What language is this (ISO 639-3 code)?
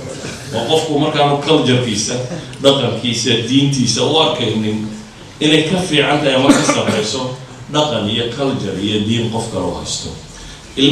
som